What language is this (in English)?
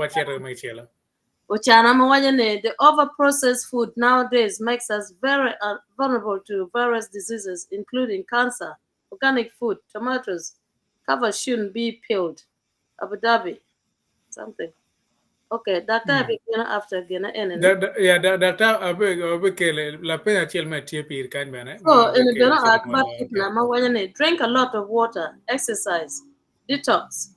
Acoli